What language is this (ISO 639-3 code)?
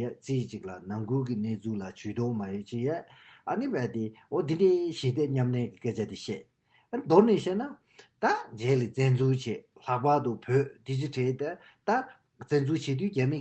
bod